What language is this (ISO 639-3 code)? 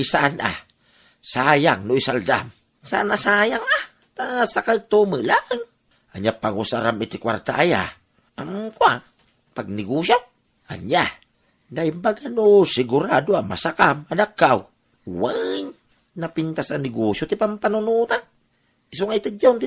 ilo